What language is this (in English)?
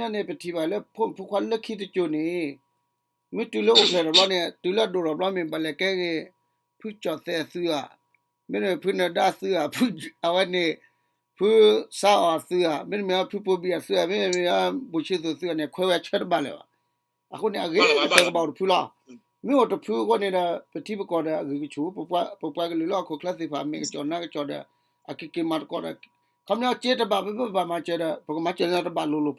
S'gaw Karen